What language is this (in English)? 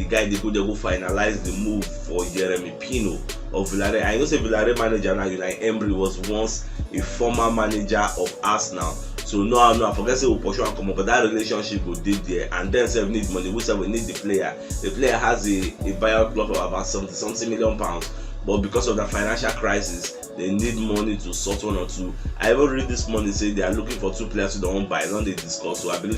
Nigerian Pidgin